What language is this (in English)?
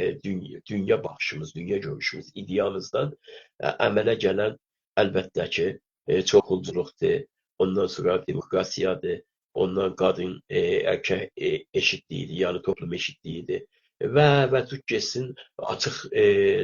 South Azerbaijani